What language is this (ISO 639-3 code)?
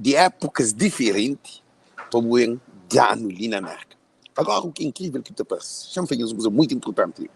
kea